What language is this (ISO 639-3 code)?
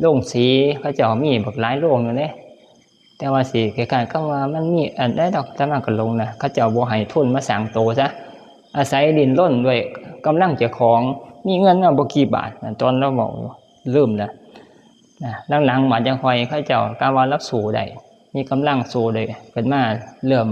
tts